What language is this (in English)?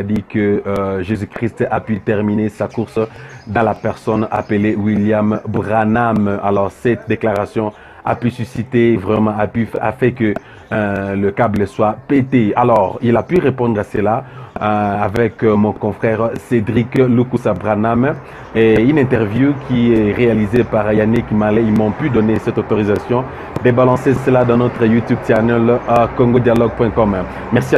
French